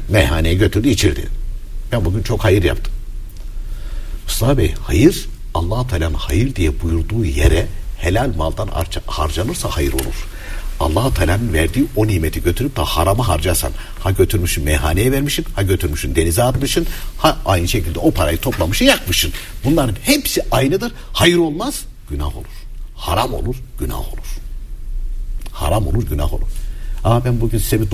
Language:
Turkish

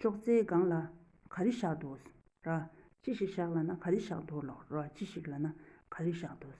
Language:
Tibetan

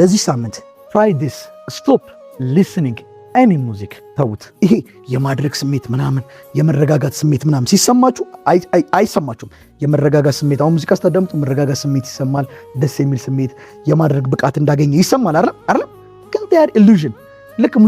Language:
Amharic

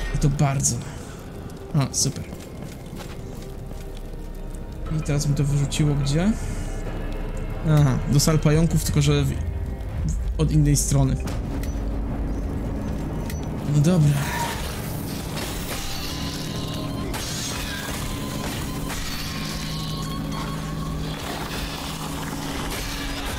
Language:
Polish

